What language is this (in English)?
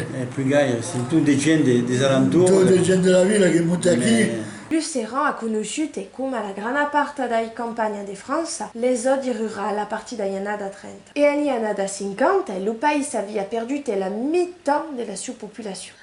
Occitan